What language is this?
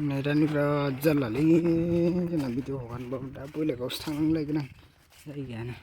Bodo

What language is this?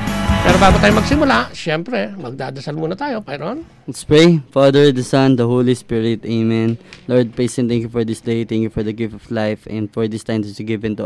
Filipino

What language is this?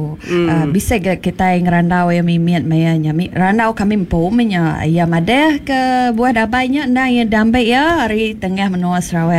Iban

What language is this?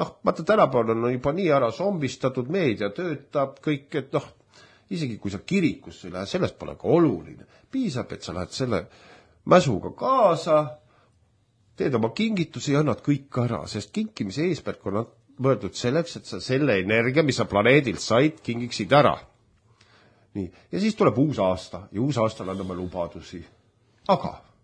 Estonian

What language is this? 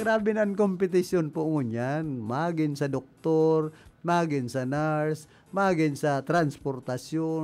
Bikol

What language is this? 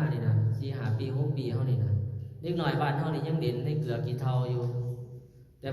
Lao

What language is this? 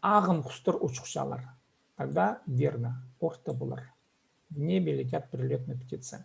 Khakas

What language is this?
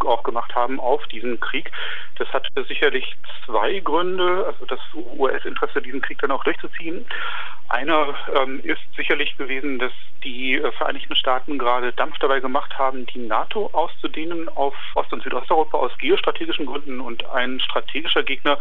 German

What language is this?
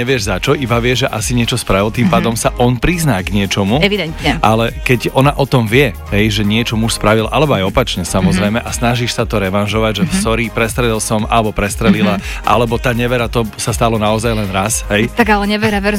Slovak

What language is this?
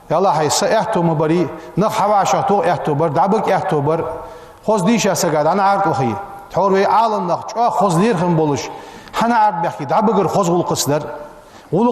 Ingush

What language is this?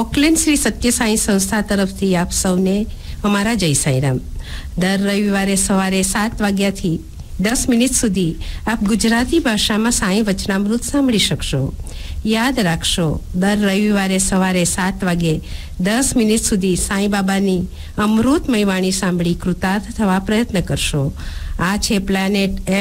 Gujarati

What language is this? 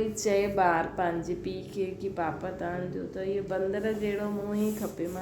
Sindhi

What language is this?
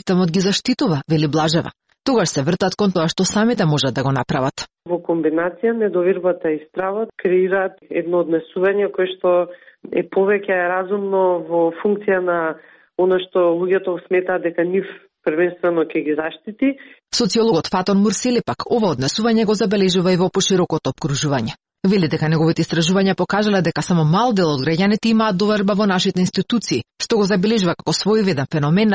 Macedonian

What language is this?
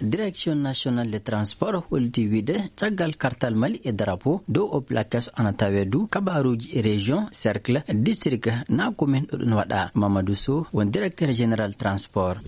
Fula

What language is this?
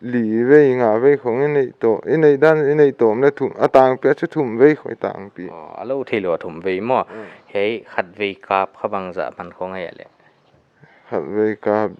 Paite Chin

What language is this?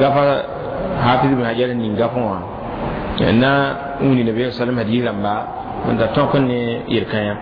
Mossi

